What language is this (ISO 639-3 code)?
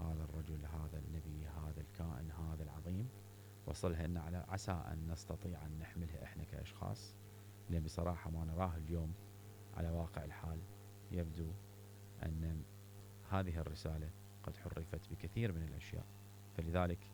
acm